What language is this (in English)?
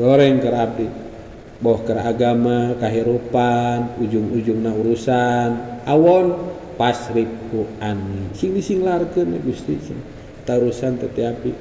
Sundanese